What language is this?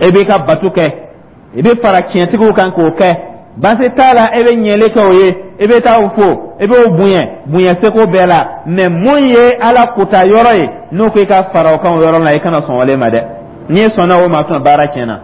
Dyula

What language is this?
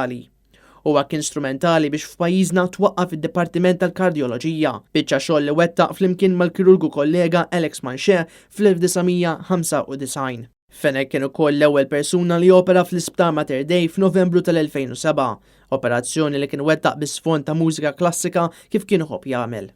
Maltese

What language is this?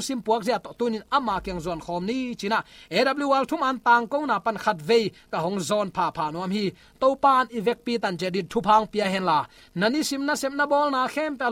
Tedim Chin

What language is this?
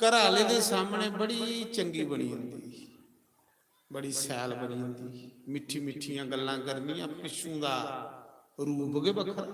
Dogri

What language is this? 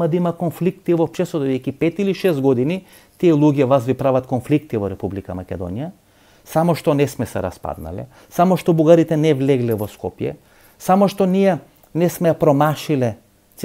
Macedonian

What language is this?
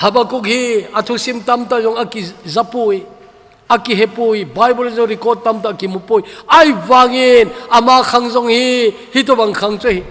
Thado Chin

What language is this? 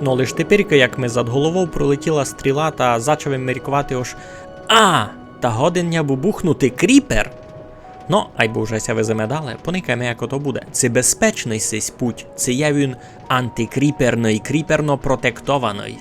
Rusyn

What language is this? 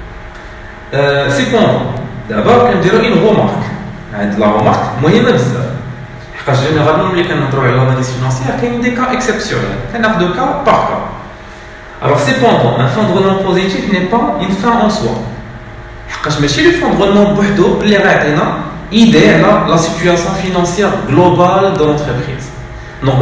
Moroccan Arabic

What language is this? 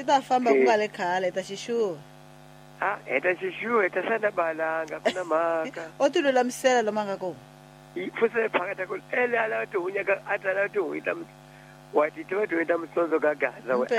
Tsonga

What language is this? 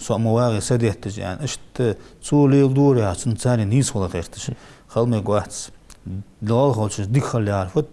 Ingush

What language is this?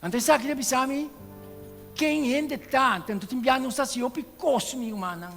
Papiamento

